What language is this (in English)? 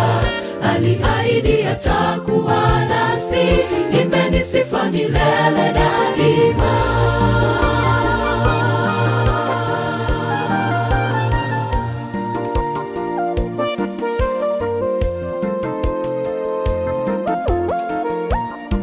Swahili